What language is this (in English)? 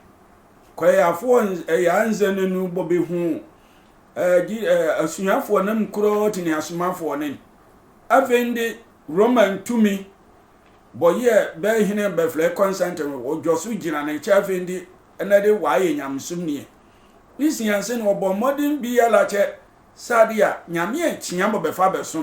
Sehwi